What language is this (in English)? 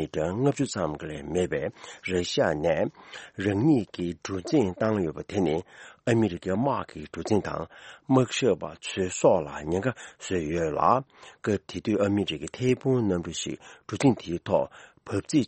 Tibetan